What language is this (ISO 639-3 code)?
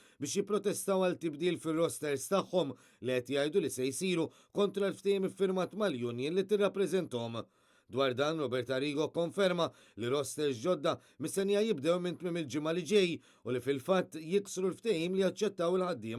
mlt